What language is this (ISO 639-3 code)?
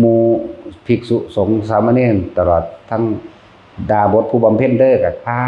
lao